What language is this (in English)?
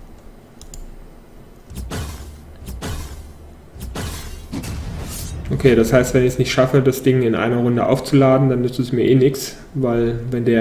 German